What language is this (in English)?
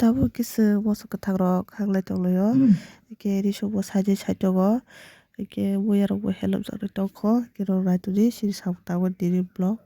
Kok Borok